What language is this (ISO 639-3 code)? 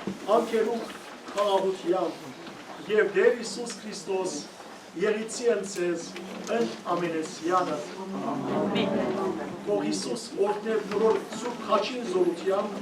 hyw